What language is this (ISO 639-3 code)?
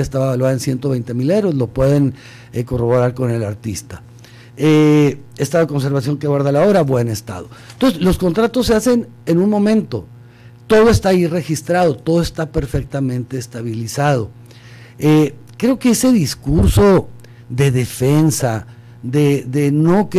spa